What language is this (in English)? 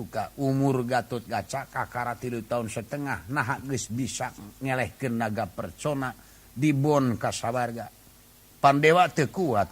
Sundanese